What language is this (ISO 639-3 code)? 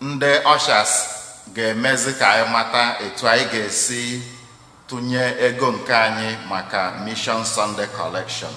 ibo